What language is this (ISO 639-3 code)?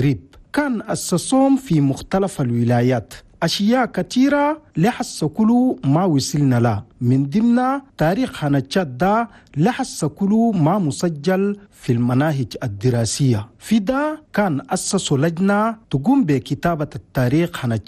shu